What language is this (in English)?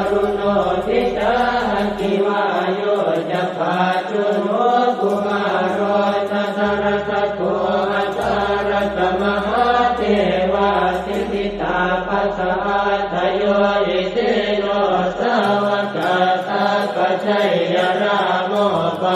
Pali